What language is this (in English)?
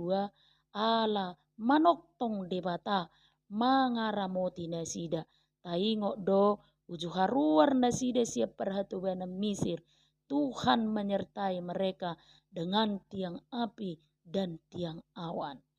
Batak Toba